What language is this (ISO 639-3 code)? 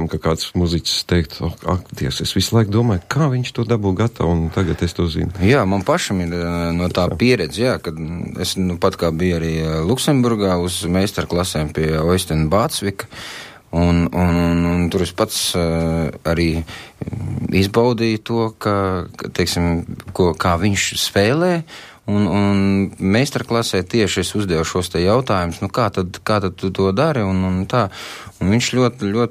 lav